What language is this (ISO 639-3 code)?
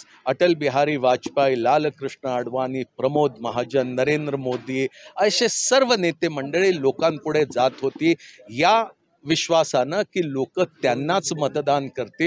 mar